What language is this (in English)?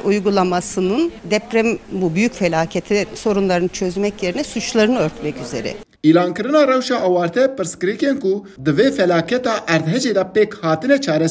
Kurdish